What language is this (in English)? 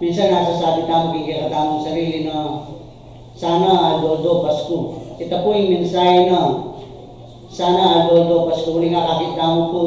Pampanga